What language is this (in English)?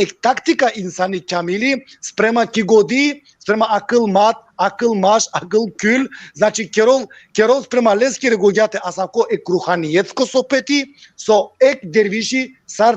Balkan Romani